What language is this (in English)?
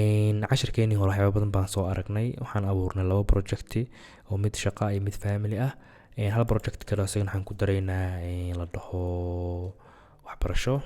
Somali